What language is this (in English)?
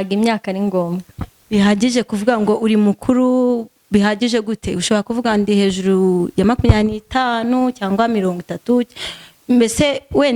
Kinyarwanda